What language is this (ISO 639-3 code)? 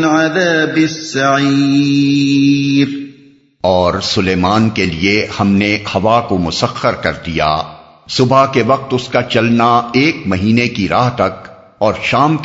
urd